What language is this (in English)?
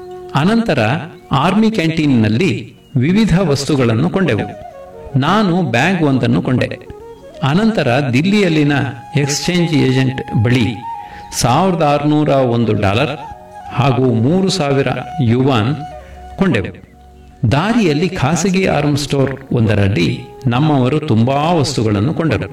Kannada